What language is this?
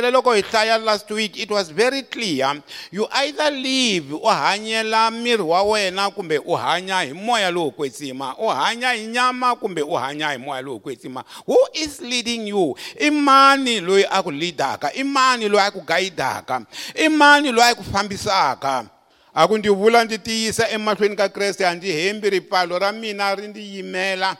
Tsonga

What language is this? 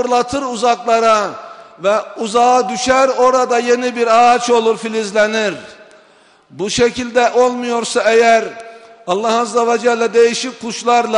Turkish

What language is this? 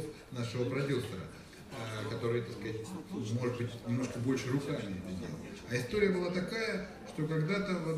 Russian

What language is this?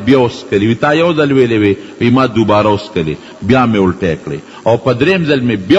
Pashto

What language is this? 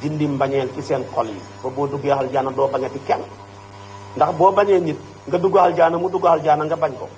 Wolof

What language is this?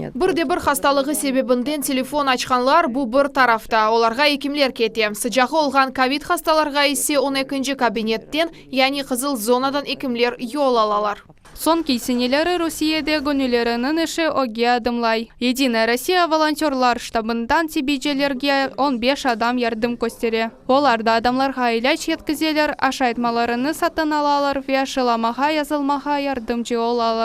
Crimean Tatar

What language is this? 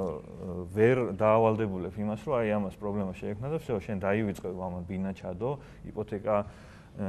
Georgian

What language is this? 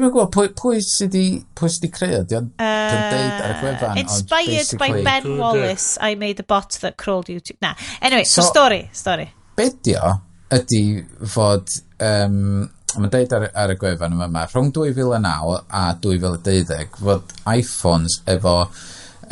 Welsh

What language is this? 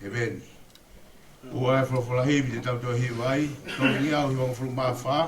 Tongan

